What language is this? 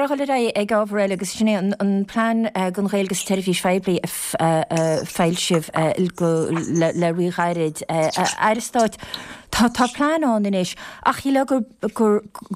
Irish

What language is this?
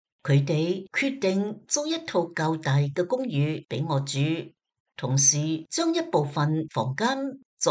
Cantonese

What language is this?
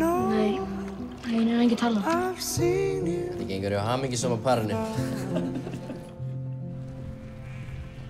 Icelandic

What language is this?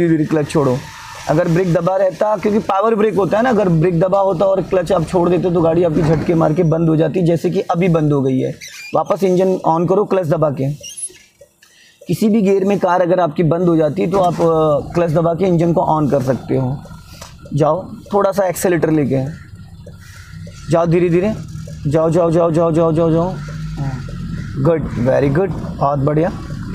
Hindi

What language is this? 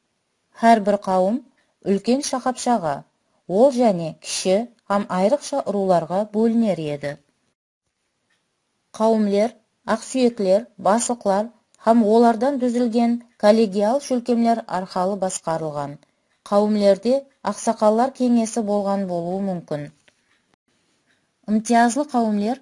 Kara-Kalpak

